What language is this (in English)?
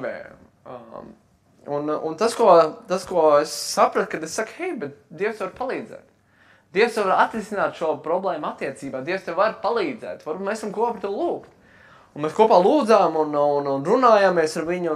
Latvian